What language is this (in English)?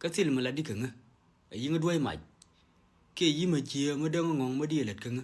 Nuer